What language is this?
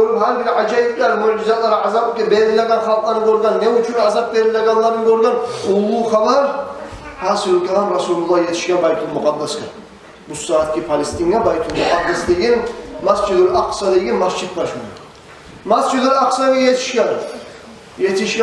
Kumyk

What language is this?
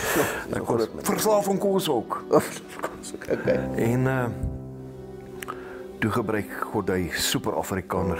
Afrikaans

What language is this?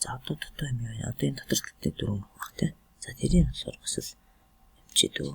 Mongolian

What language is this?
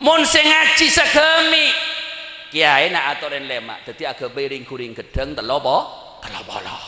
Madurese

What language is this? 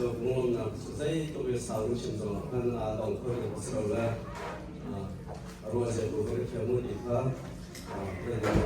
Hakha Chin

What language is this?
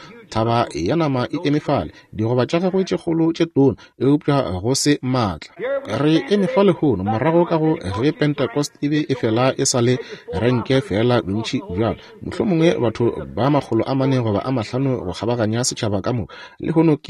Northern Sotho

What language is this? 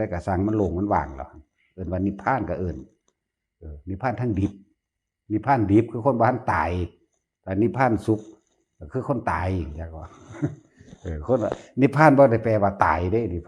Northeastern Thai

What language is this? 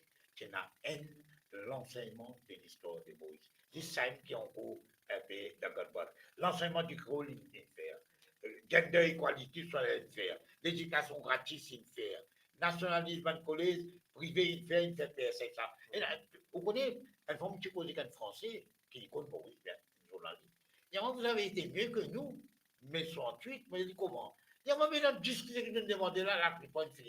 Morisyen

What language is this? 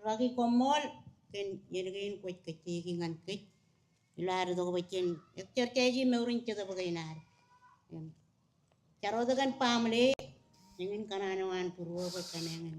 Marshallese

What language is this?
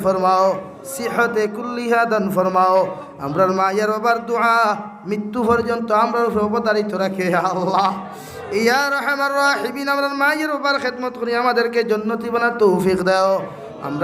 Sylheti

